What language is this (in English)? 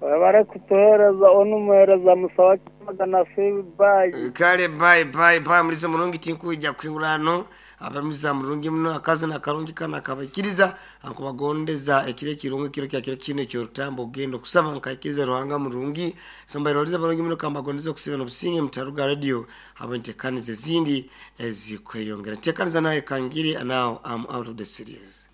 Nyankole